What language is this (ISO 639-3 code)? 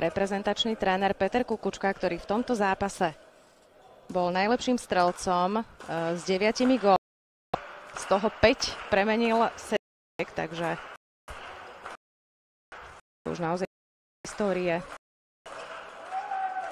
slk